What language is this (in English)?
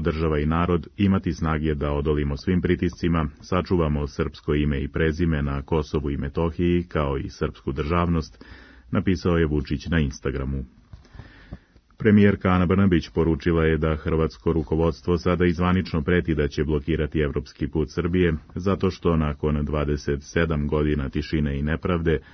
Serbian